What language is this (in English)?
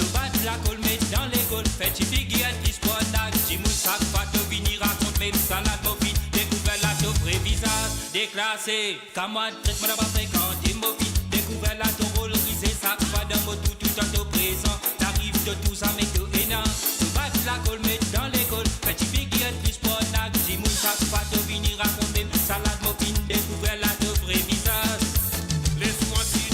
Morisyen